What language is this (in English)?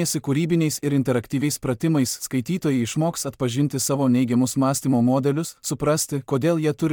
Lithuanian